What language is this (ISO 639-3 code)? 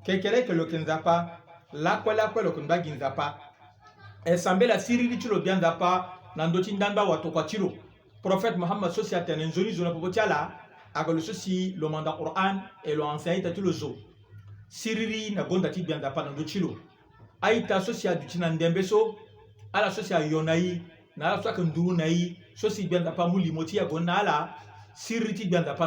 sag